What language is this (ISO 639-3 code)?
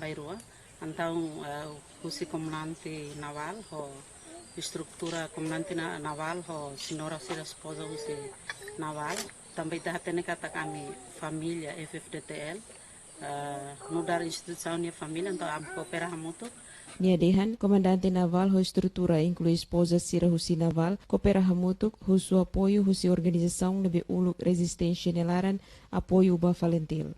tet